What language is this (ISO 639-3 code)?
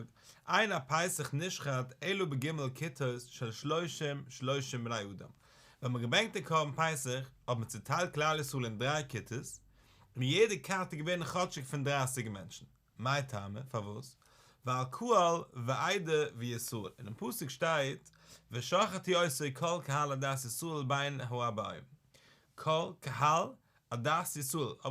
yid